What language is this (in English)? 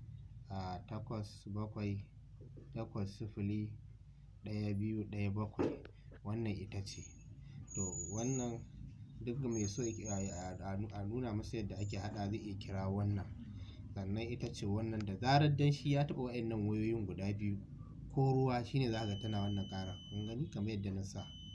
Hausa